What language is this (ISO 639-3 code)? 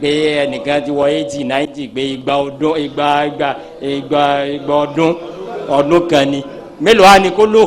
yor